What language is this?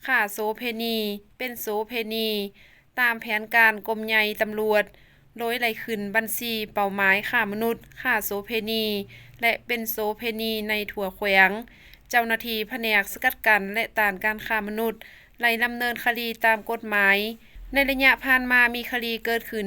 Lao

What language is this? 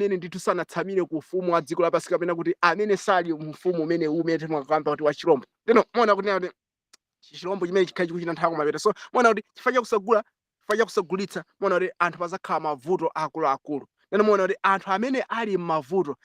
Nyanja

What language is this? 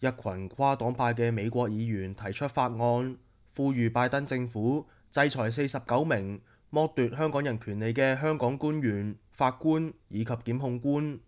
Cantonese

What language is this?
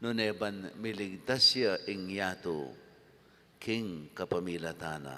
Pampanga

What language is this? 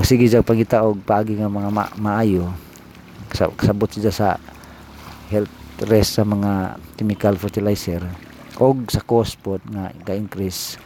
Cebuano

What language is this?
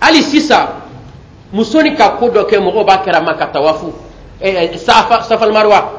Bambara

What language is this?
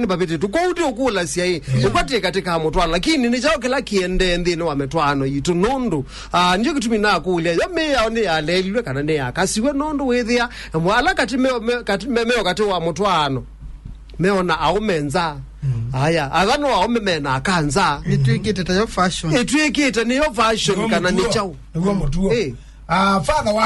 Kamba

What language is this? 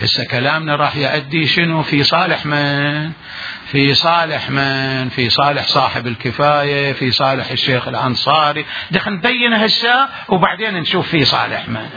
Mesopotamian Arabic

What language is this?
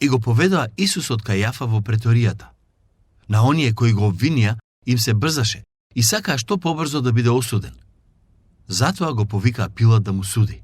Macedonian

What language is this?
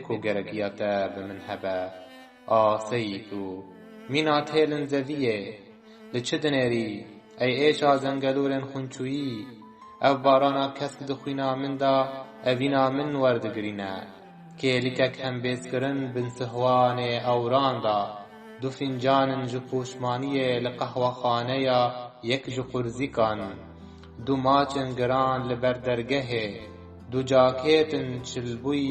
Kurdish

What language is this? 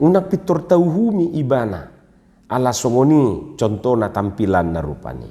Batak Toba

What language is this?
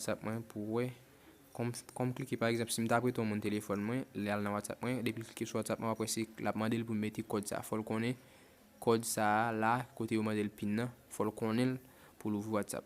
Haitian Creole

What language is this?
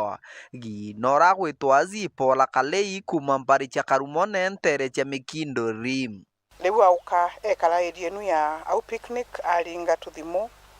Meru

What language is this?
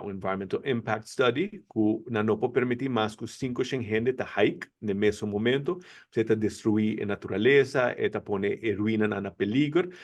Papiamento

